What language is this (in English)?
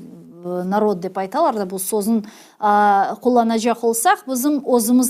Crimean Tatar